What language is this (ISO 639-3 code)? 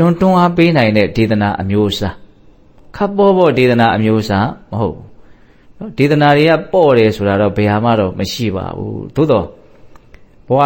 mya